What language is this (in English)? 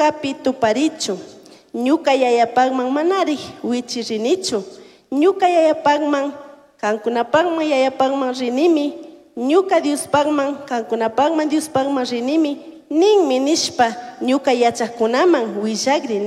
Chimborazo Highland Quichua